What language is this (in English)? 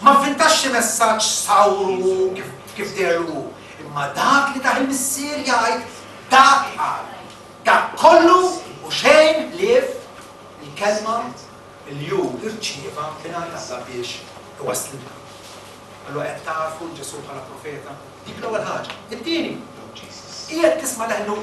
Maltese